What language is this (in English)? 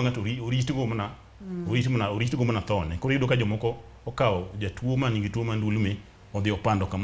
Luo (Kenya and Tanzania)